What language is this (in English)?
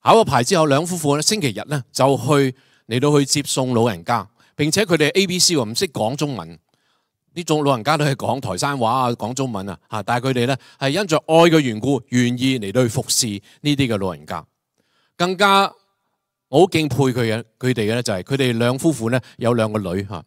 Cantonese